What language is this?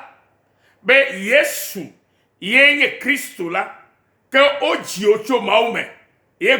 Ewe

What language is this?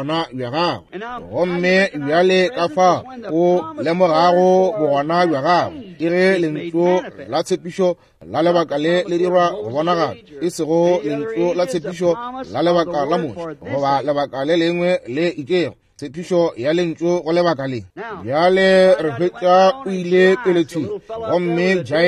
Northern Sotho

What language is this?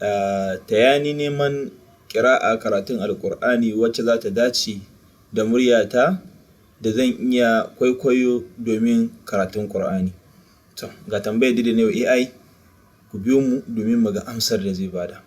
Hausa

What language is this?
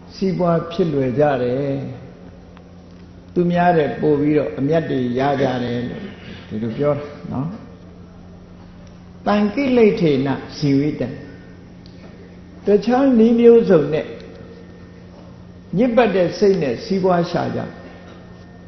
Burmese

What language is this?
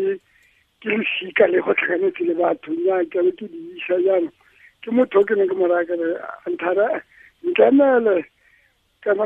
Tswana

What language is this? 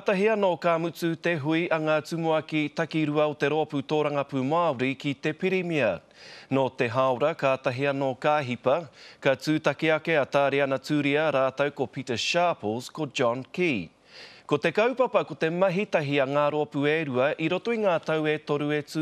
Māori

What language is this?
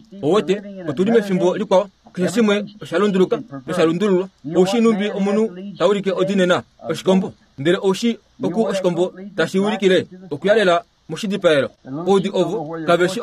Kuanyama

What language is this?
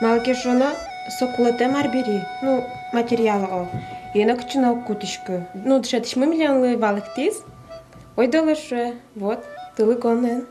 Udmurt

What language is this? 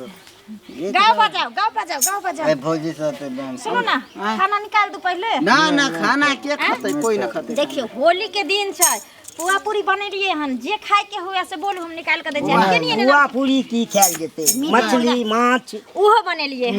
Maithili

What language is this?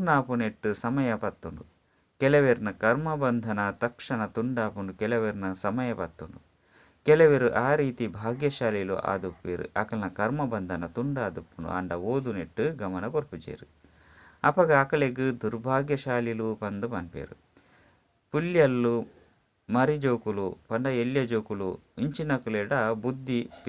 Tulu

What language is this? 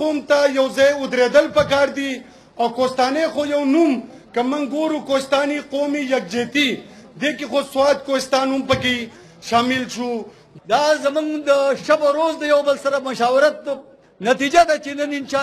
Pashto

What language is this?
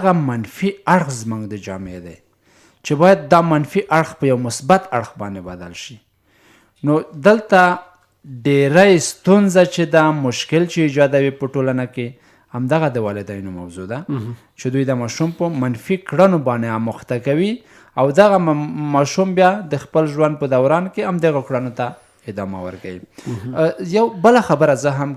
Pashto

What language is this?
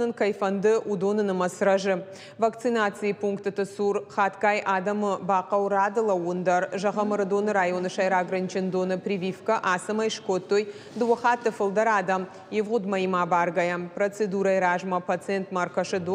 Ossetic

